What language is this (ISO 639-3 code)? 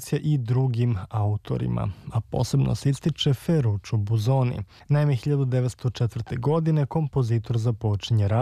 srp